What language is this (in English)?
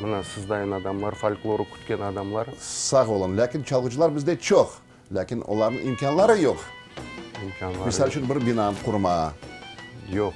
Crimean Tatar